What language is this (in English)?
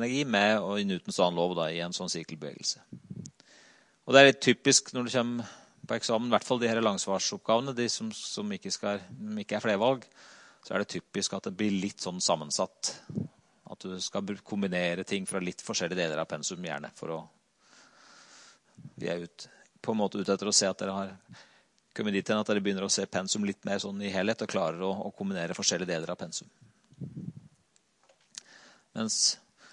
Norwegian